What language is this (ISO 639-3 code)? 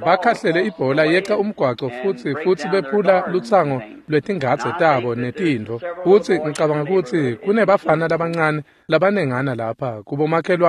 ssw